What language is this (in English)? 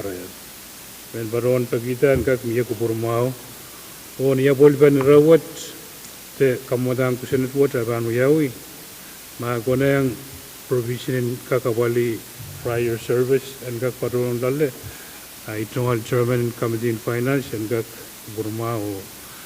Pohnpeian